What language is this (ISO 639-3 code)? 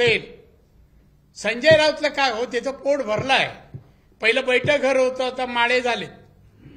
mar